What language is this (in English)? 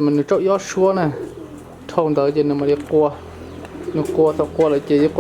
Hmong